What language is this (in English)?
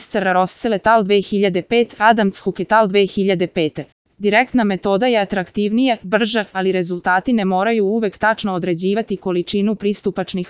Serbian